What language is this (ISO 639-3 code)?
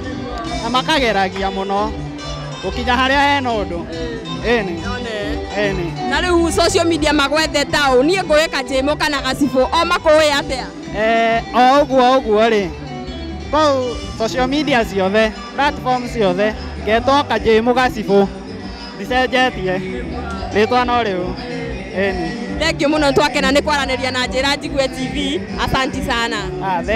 kik